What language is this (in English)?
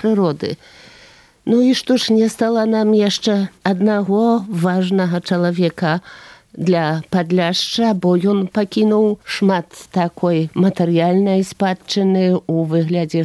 Belarusian